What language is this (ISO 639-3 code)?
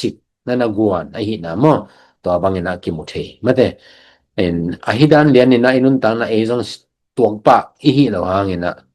ctd